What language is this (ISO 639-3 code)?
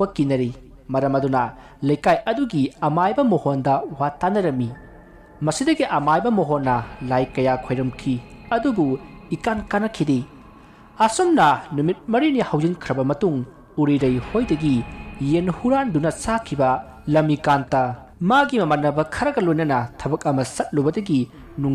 mni